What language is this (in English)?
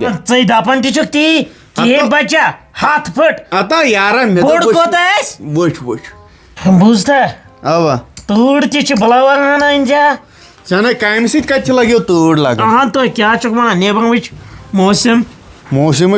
Kashmiri